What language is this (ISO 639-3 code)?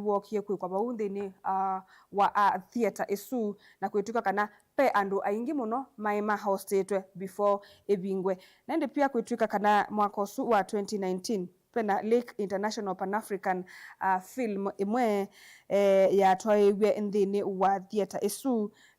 kam